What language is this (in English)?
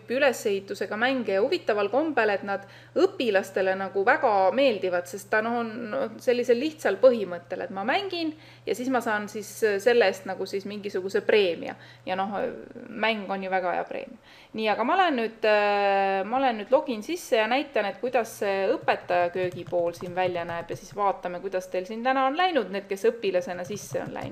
Estonian